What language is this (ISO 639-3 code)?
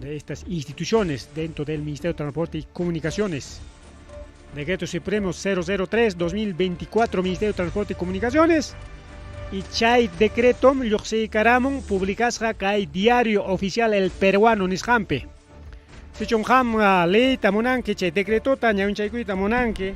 quy